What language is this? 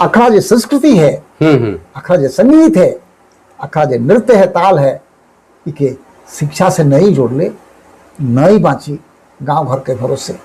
Sadri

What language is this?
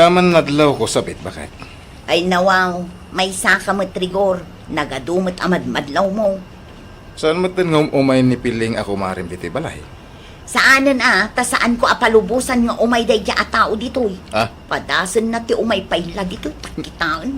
Iloko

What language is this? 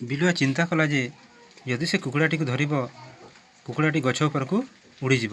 Odia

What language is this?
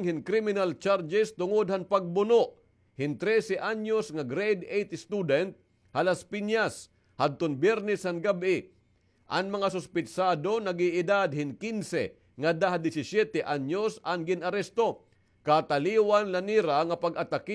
Waray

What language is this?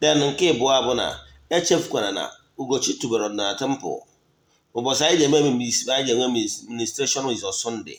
Igbo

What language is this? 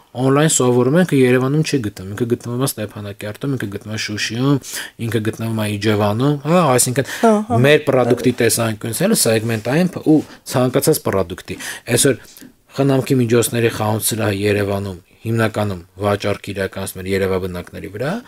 Armenian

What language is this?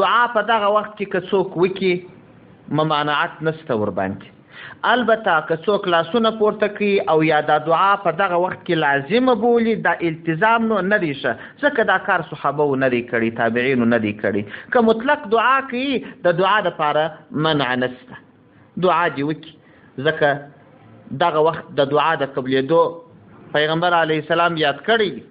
Pashto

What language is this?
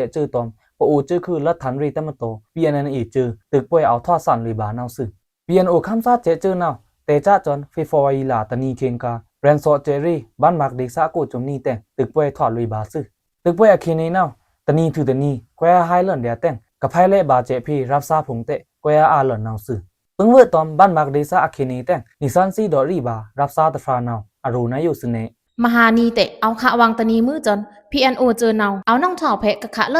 Pa'o Karen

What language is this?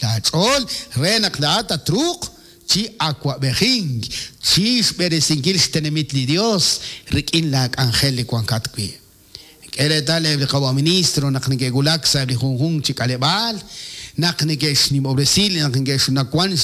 Kekchí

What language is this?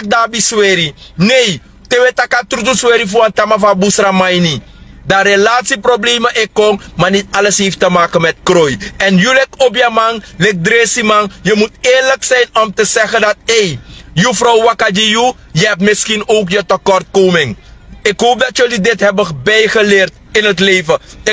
Sranan Tongo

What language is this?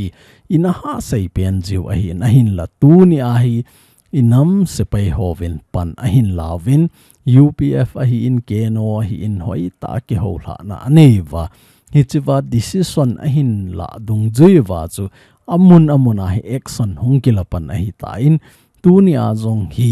Thado Chin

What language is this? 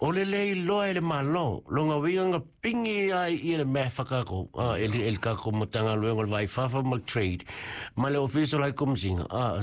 Samoan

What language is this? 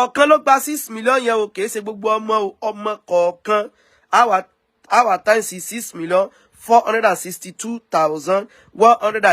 Yoruba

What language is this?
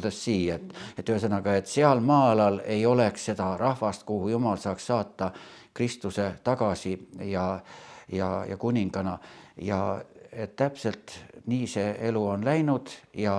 Estonian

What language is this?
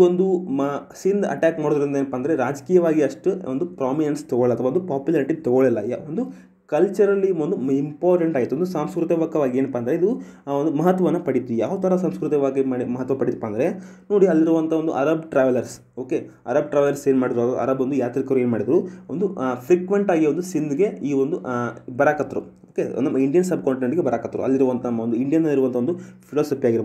Kannada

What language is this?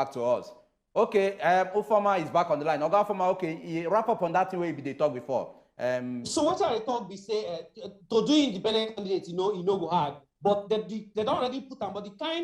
Nigerian Pidgin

